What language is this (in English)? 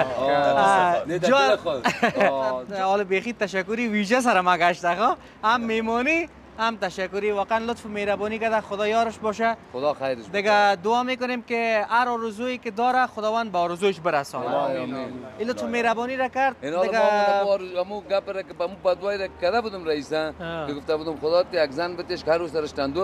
Persian